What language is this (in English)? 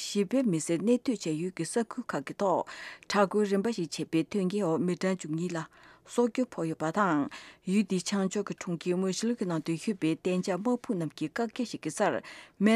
Tibetan